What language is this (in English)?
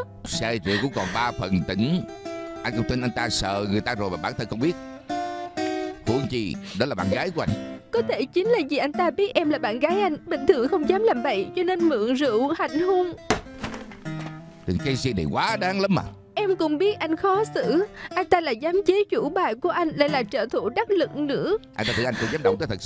Vietnamese